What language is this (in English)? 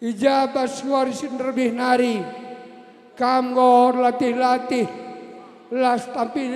Batak Karo